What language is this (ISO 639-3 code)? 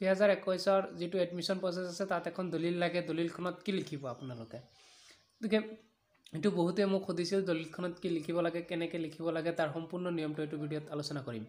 asm